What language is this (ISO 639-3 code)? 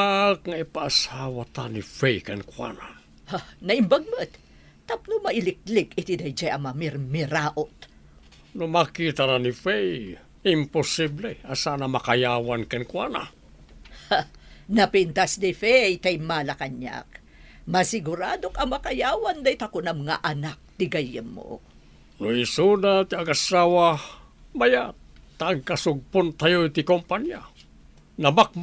ilo